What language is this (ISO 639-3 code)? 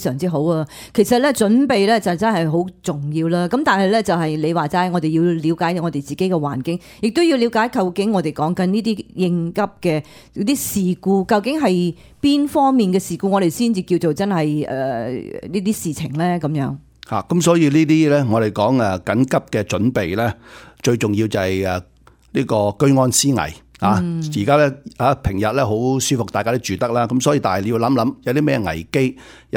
yue